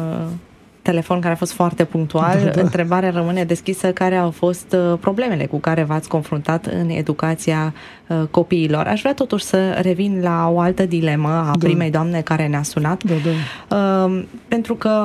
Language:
Romanian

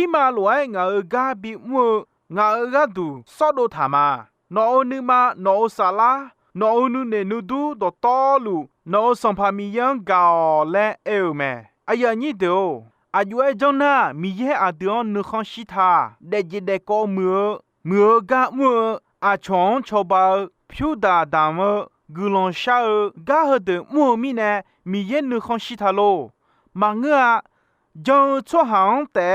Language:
Akha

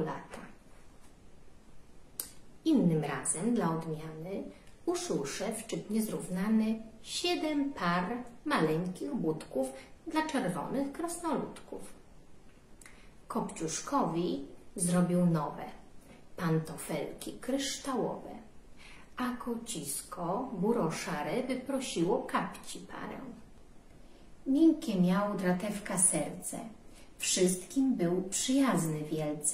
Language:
Polish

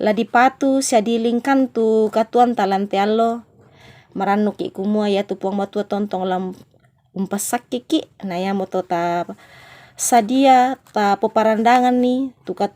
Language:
Toraja-Sa'dan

